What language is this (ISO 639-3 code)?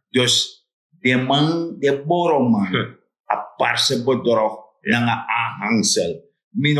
srn